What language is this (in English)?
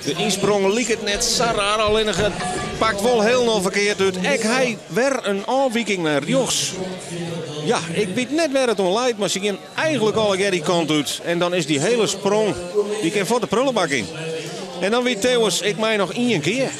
Western Frisian